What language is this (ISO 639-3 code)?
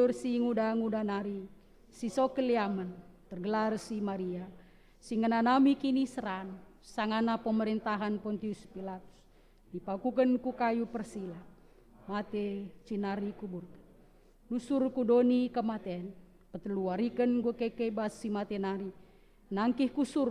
btx